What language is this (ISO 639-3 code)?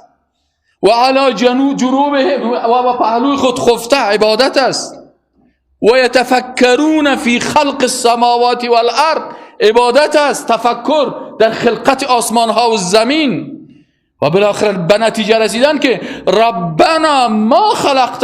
fas